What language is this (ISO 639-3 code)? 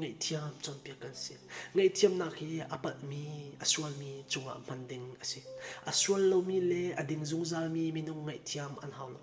cfm